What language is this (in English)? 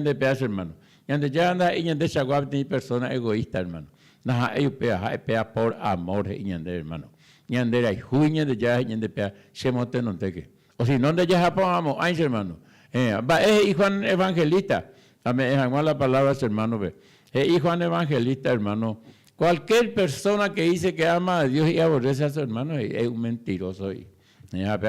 Guarani